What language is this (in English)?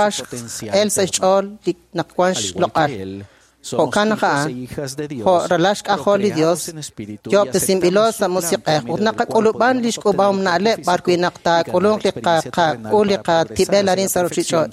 Kekchí